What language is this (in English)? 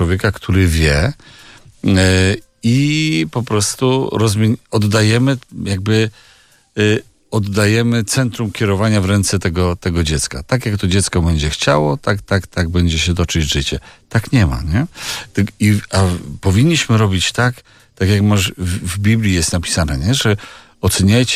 Polish